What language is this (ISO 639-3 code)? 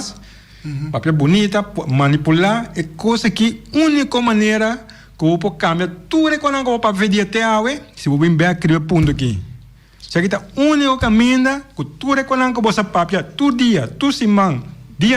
pap